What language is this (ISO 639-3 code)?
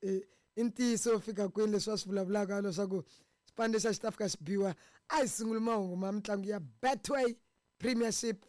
tso